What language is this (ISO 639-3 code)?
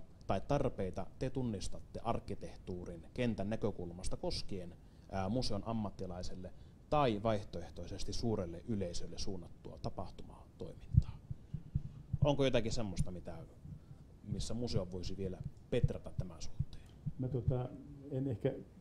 fin